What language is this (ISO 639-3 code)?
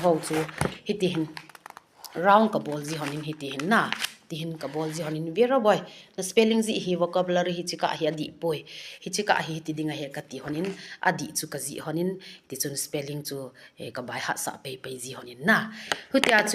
tcz